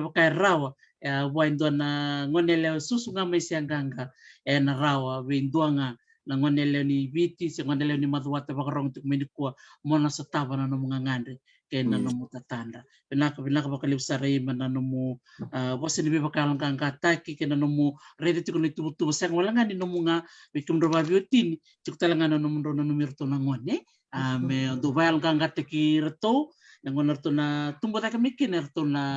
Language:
Fijian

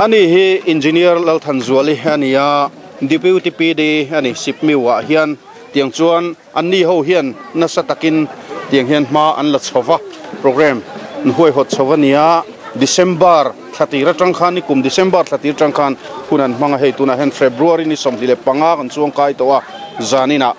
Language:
Mizo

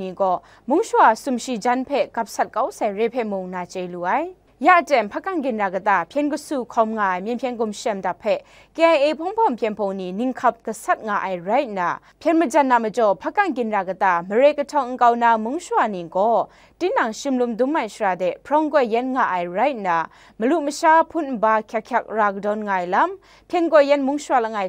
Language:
Kachin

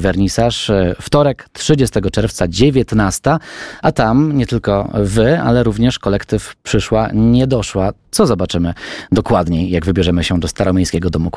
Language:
Polish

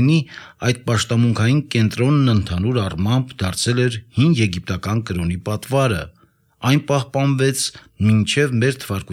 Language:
Armenian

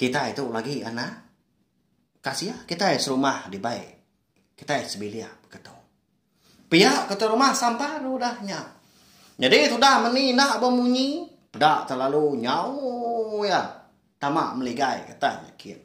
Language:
Iban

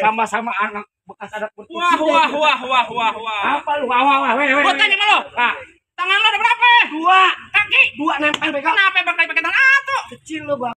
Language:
Betawi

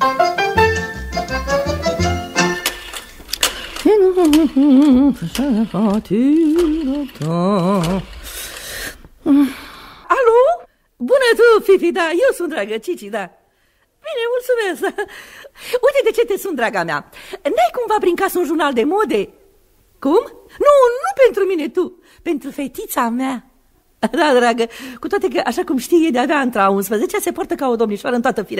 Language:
Romanian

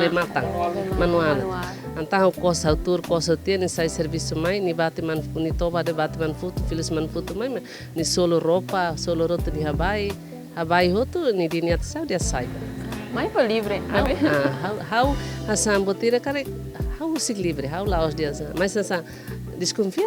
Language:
Tetum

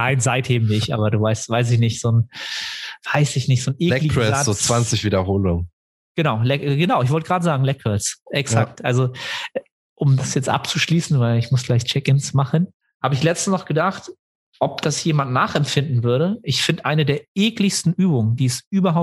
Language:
German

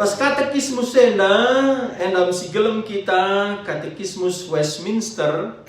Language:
Batak Karo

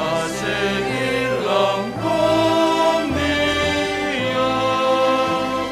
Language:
Batak Simalungun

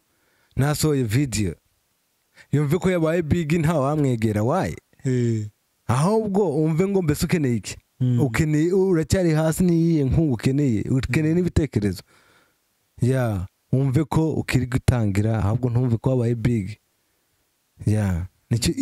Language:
Kinyarwanda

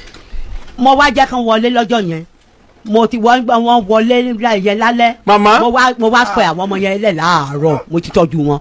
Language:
Yoruba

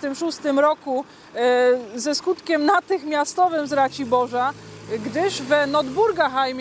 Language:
Silesian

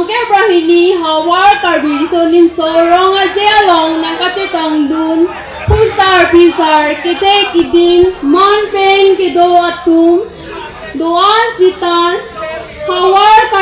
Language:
Karbi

